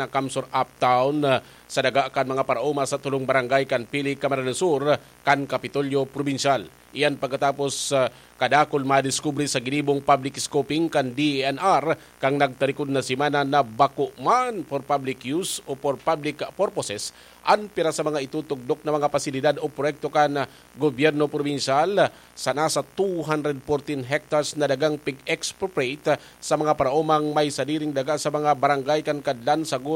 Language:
Bikol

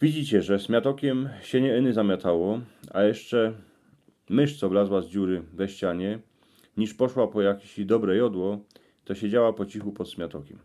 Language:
Silesian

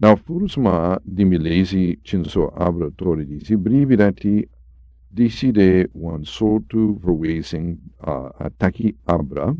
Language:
Sranan Tongo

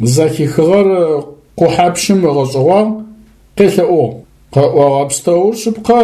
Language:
Adyghe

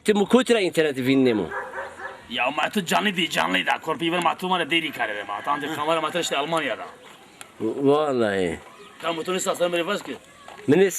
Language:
Zaza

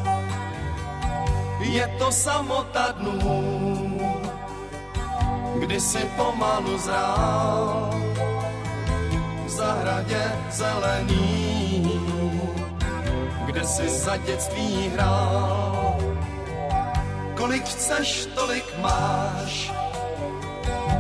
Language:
Czech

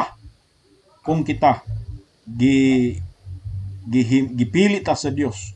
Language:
Cebuano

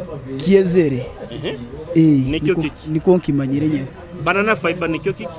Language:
Nyoro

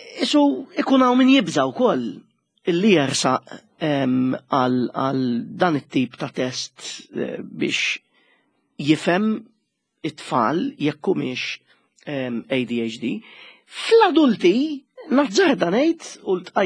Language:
Maltese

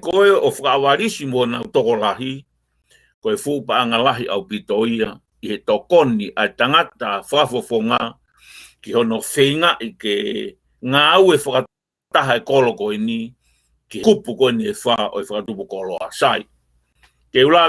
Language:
Tongan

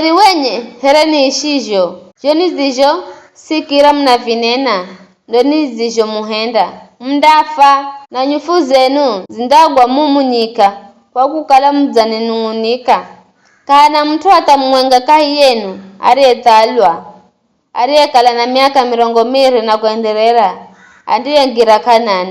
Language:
Giryama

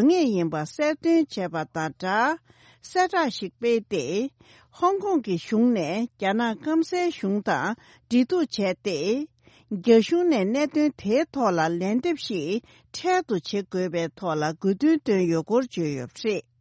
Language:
Tibetan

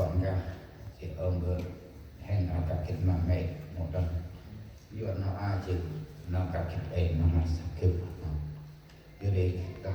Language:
Central Mnong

